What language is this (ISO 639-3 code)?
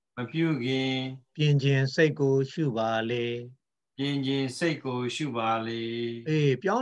mya